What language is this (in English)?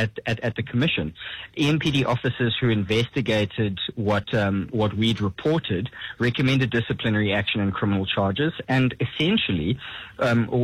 English